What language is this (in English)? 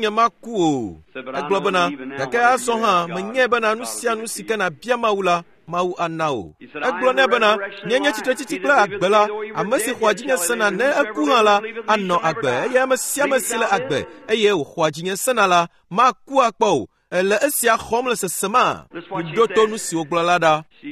Ewe